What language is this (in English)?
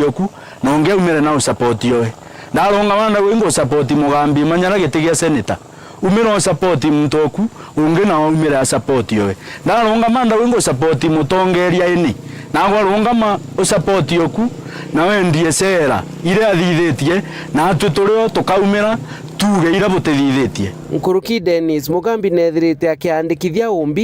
Meru